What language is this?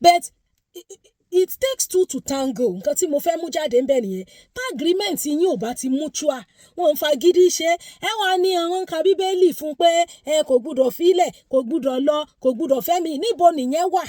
Yoruba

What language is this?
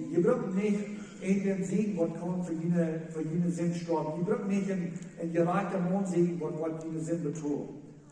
Plautdietsch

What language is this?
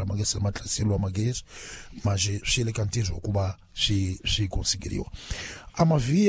Tsonga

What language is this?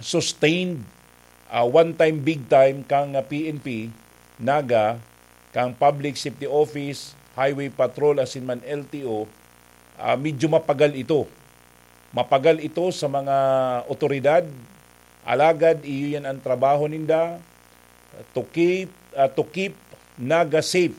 Bikol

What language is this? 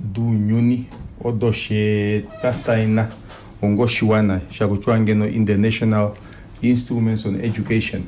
Kuanyama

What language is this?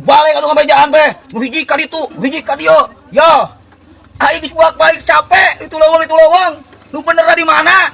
Sundanese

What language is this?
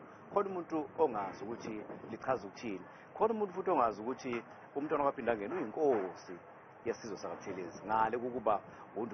Zulu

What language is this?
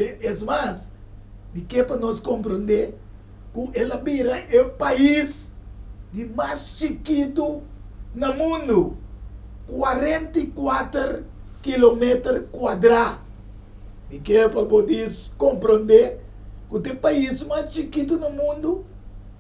Papiamento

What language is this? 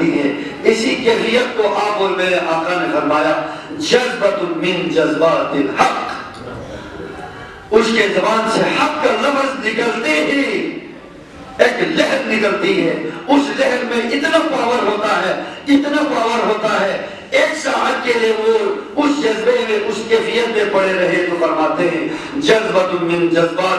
Urdu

